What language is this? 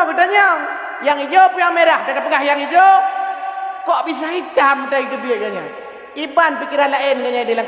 Achinese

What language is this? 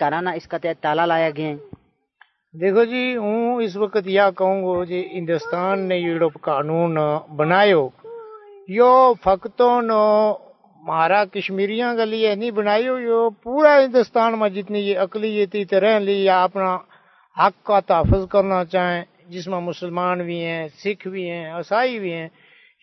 Gujari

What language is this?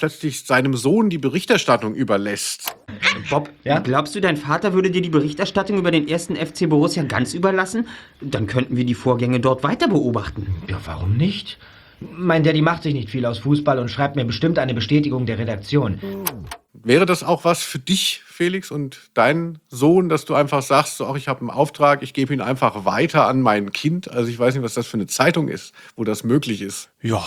German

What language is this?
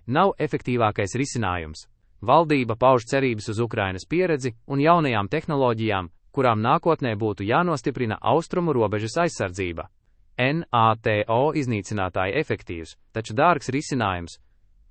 Latvian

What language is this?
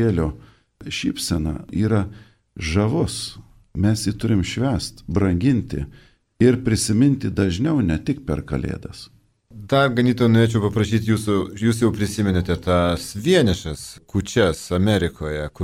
Lithuanian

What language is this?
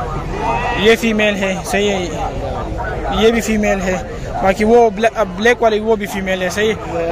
Hindi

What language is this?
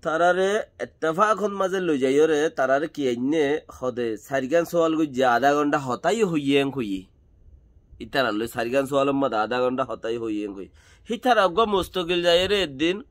Rohingya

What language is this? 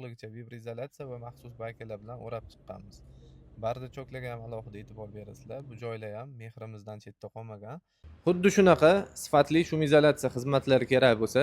Uzbek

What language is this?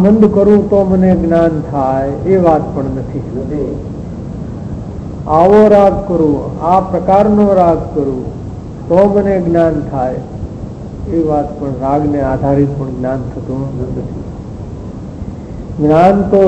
Gujarati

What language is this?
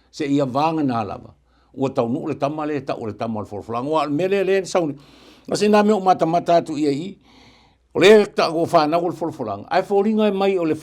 Samoan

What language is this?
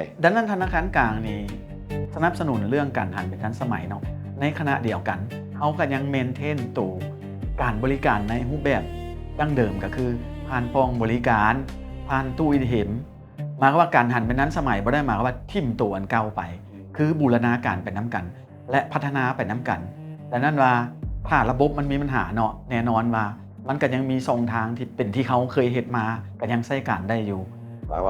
Lao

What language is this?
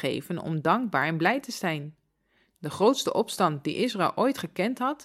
Dutch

